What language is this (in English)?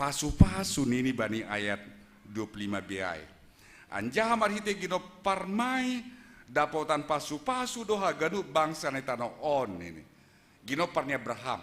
Batak Simalungun